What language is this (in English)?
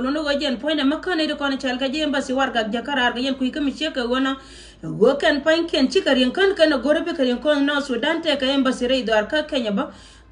Nuer